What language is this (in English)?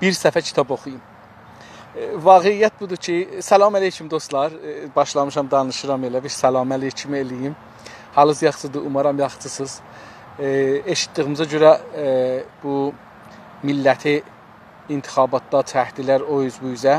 South Azerbaijani